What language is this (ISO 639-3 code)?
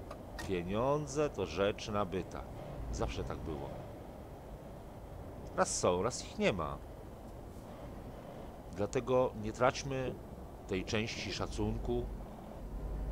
pol